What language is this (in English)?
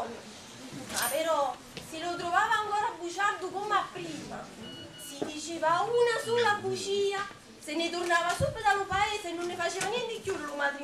Neapolitan